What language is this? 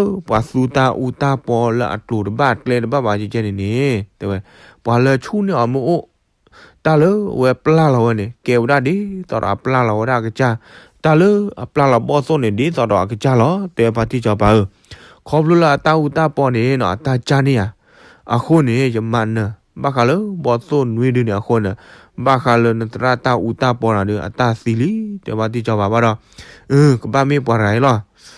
S'gaw Karen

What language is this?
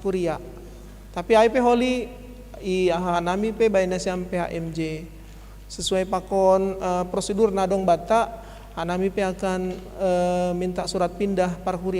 Batak Simalungun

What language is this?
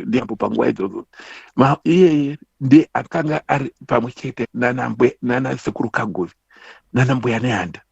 Shona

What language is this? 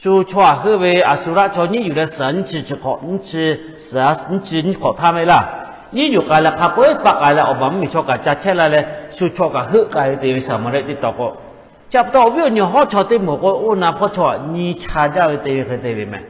Lahu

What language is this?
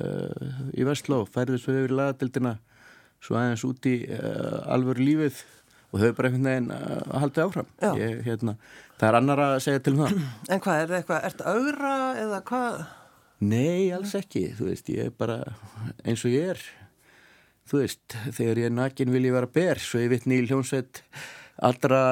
Icelandic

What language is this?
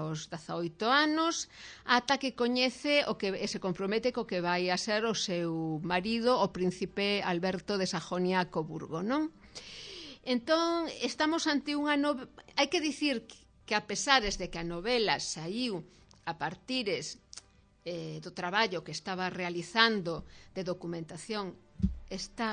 Galician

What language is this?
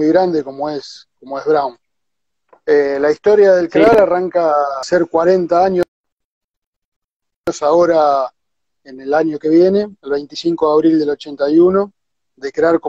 Spanish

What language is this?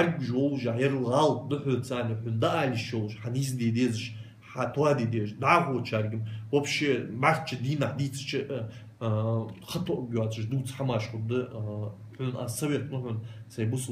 Ingush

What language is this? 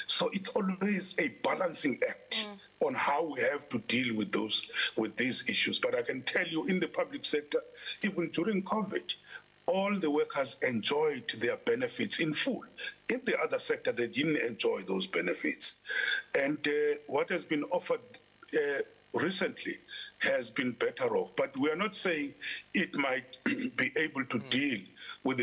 English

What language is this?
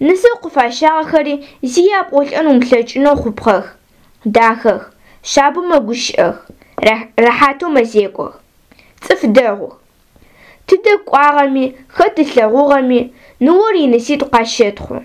Adyghe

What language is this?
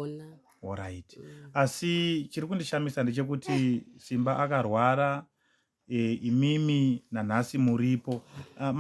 Shona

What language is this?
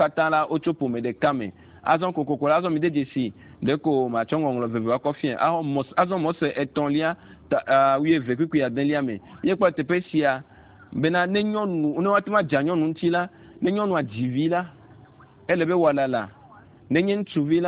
Ewe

